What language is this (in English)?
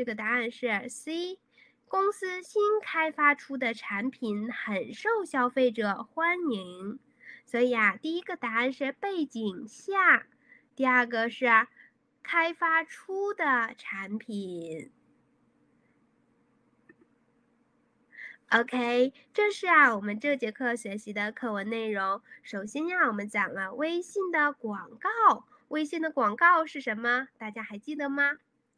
Chinese